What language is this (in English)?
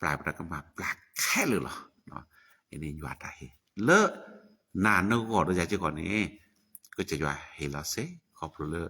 S'gaw Karen